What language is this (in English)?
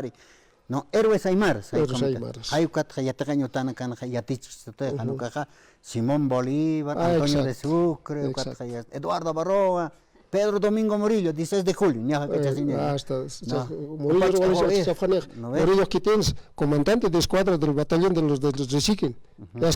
Aymara